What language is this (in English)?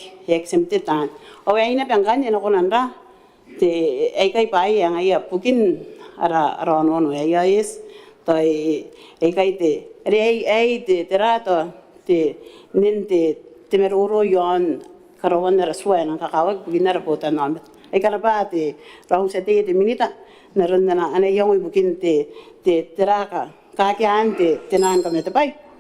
Gilbertese